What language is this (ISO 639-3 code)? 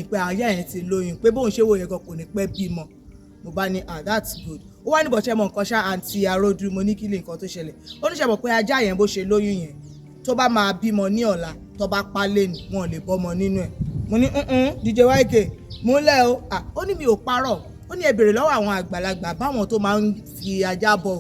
yor